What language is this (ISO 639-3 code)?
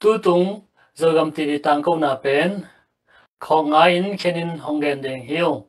ctd